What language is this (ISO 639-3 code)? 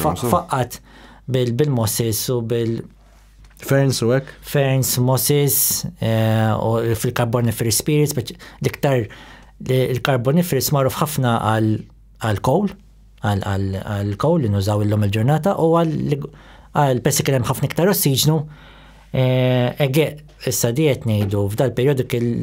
mlt